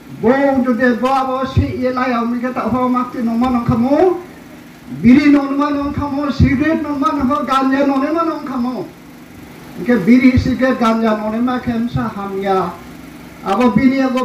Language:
Riang (India)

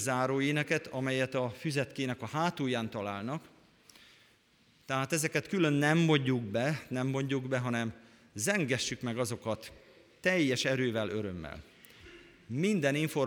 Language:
Hungarian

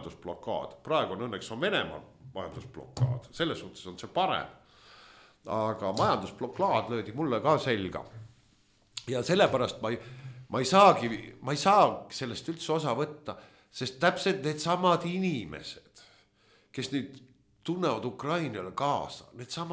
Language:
Estonian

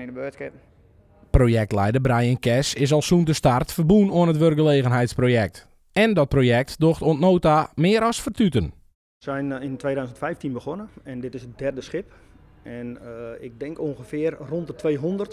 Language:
Western Frisian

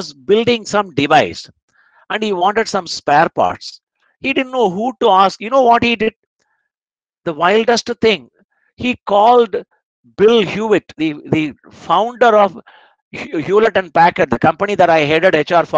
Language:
English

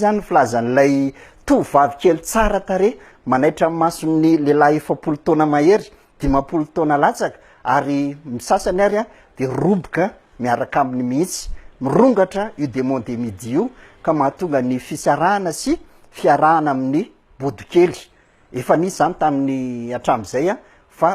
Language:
Malagasy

